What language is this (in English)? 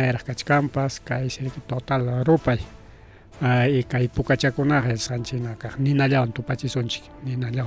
Ayacucho Quechua